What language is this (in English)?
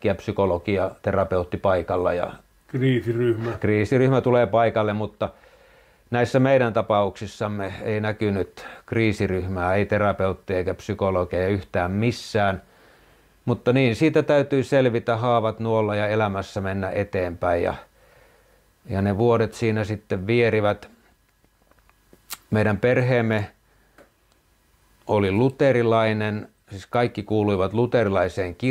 Finnish